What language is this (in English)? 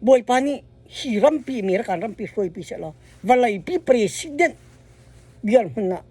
Hakha Chin